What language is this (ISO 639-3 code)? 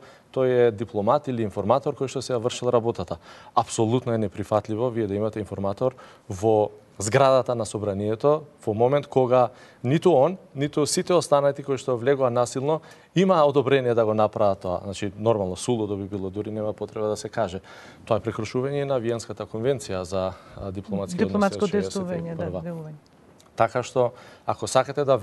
mkd